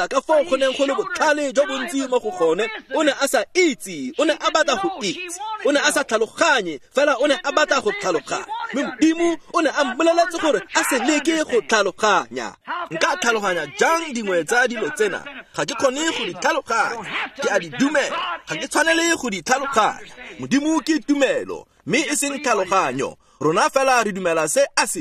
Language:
Tswana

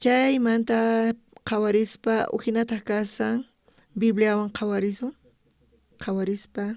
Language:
South Bolivian Quechua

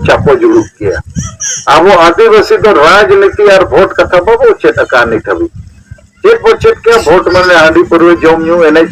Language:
Santali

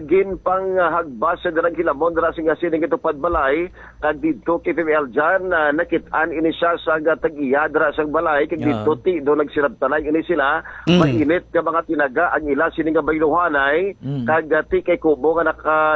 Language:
Hiligaynon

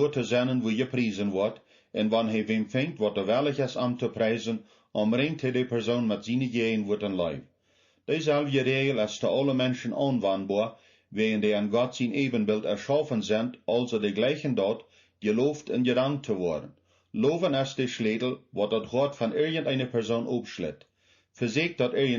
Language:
Plautdietsch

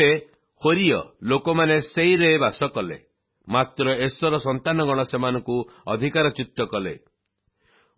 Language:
Odia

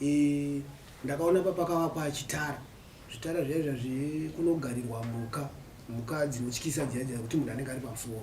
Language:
Shona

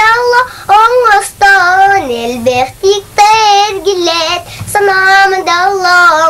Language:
Yakut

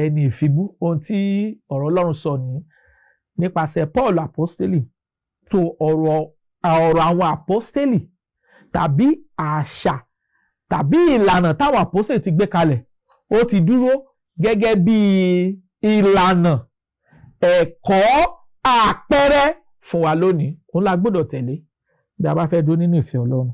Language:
Yoruba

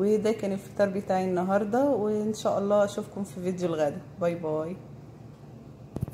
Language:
Egyptian Arabic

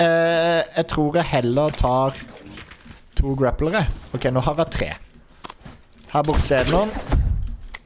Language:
Norwegian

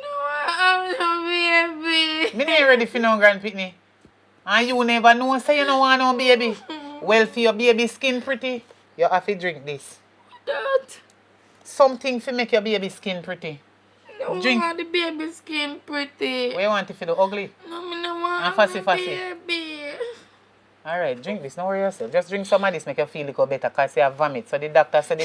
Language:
Jamaican Creole English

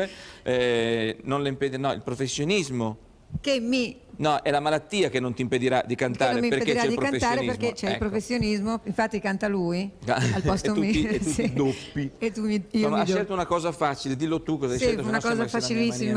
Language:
Italian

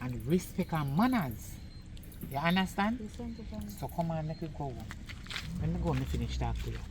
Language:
Jamaican Creole English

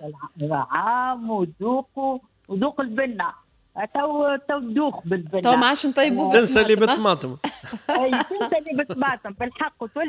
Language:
Tunisian Arabic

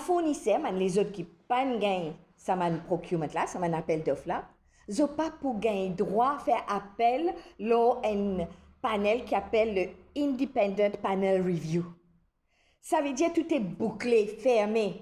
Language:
Morisyen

